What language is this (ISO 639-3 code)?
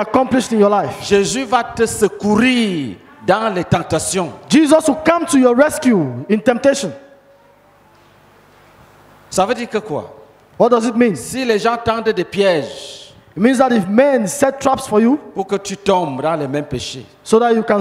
fra